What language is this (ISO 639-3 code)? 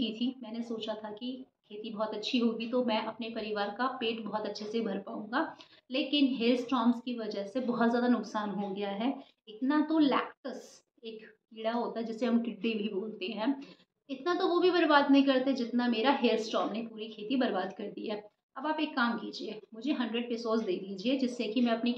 hin